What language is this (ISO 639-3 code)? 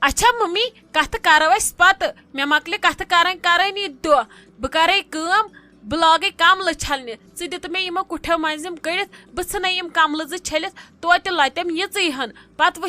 kas